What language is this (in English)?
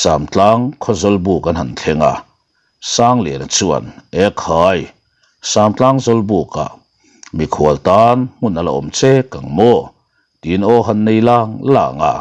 Mizo